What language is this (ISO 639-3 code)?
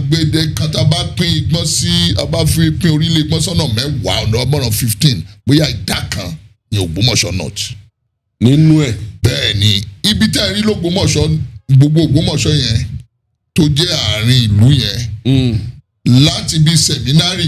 yor